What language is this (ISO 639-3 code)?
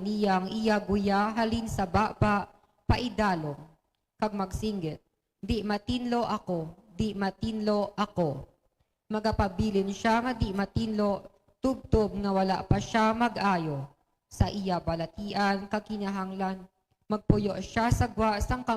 hil